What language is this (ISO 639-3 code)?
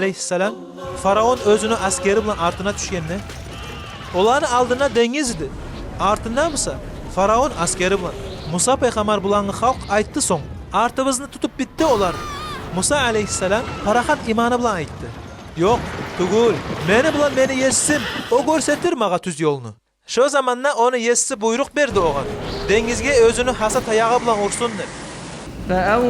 kum